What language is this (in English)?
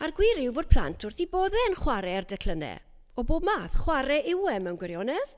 Welsh